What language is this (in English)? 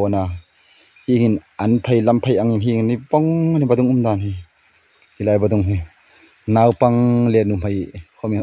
Hmar